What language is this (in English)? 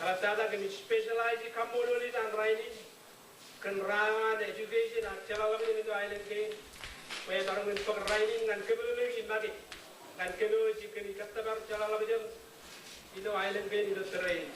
Marshallese